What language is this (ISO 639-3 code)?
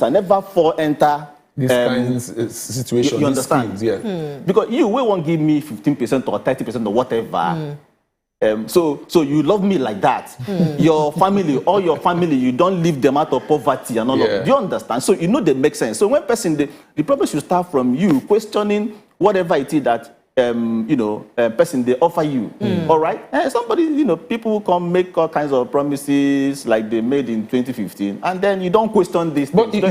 pcm